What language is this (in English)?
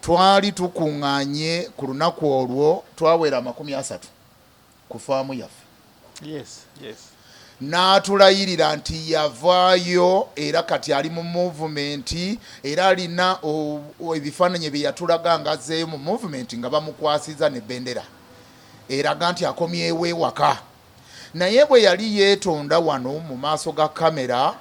Ganda